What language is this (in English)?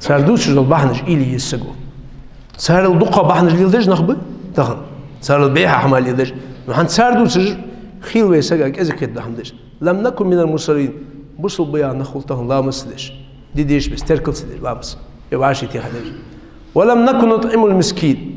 Ingush